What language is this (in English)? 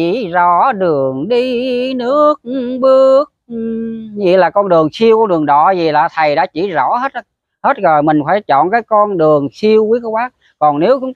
Vietnamese